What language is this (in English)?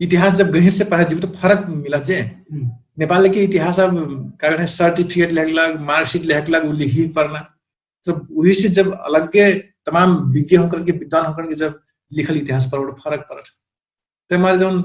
Dangaura Tharu